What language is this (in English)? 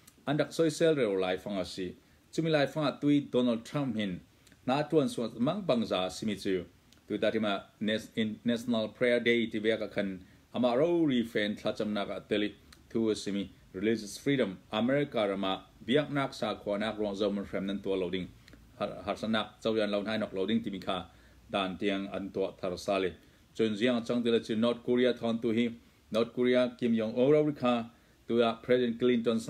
Hakha Chin